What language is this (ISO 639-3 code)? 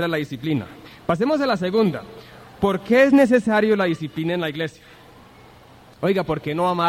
spa